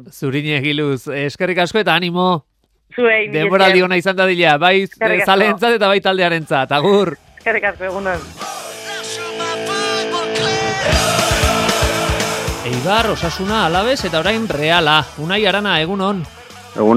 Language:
Basque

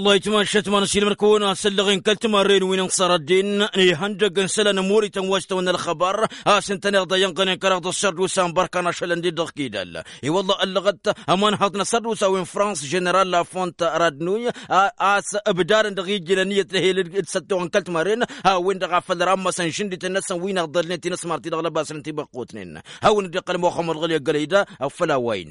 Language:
Tamasheq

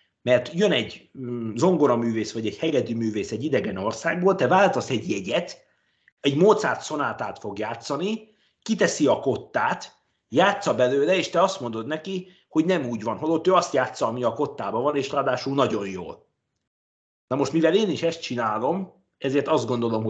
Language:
Hungarian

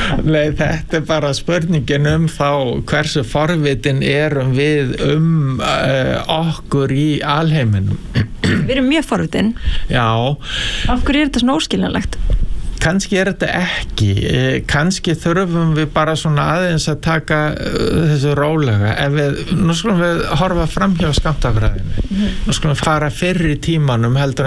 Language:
Icelandic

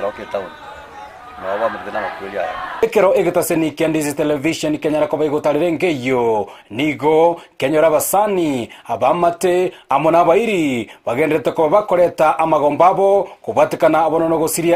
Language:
Gusii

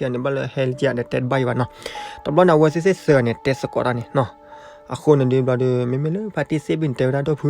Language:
S'gaw Karen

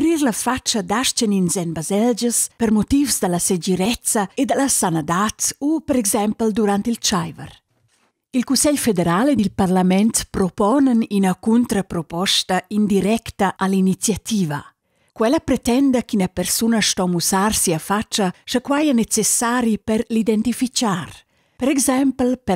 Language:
Romansh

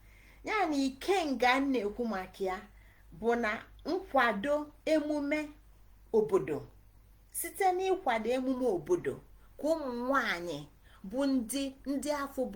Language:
Igbo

